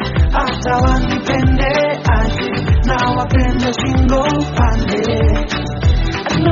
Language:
Swahili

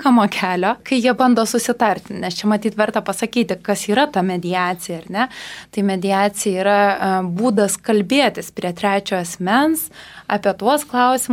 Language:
Lithuanian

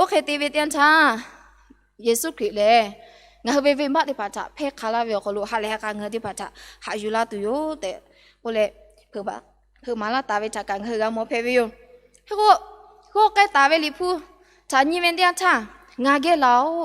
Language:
Lahu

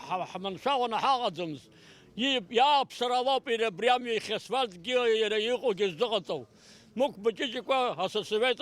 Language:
Abkhazian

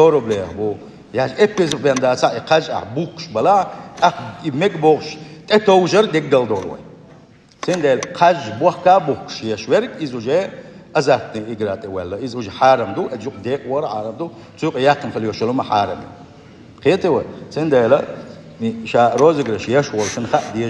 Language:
Chechen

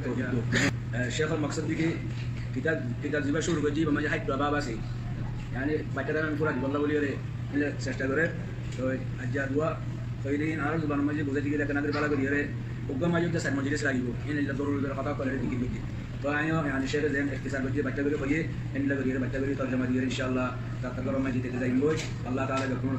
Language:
Rohingya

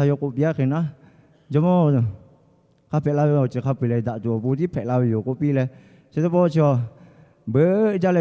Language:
Lahu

